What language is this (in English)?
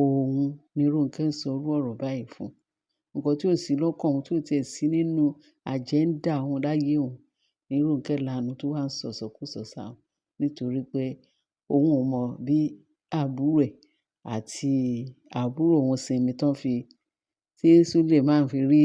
Yoruba